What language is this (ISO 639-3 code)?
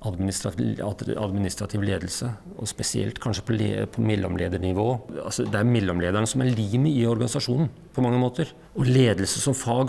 nor